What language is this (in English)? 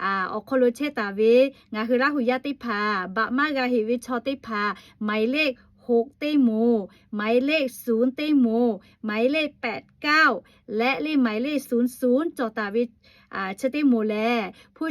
Lahu